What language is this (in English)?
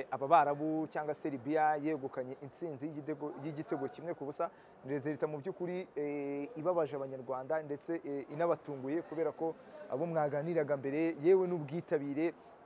Kinyarwanda